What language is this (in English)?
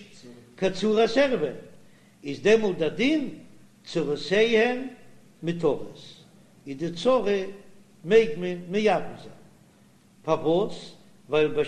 Yiddish